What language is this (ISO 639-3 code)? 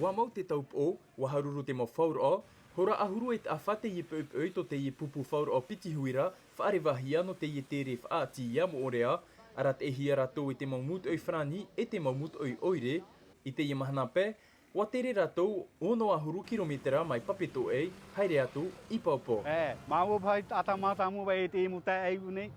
tah